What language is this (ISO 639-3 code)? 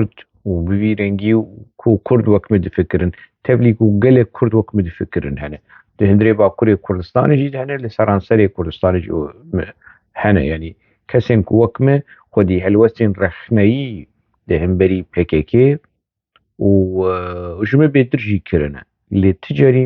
kur